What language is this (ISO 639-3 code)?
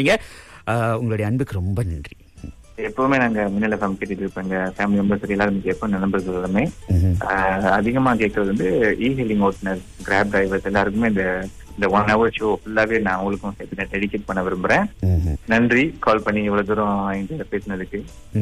tam